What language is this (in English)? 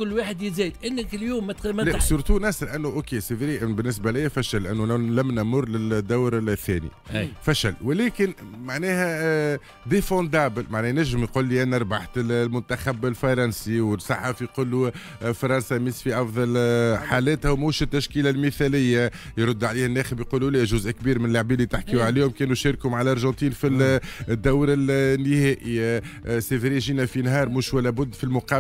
Tunisian Arabic